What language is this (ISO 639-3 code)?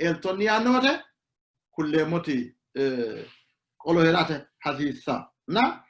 sid